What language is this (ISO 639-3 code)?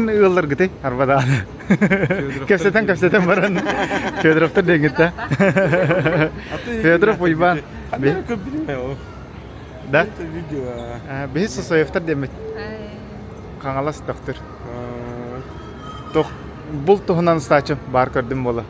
sah